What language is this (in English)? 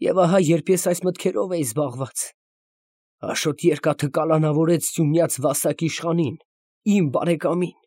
Armenian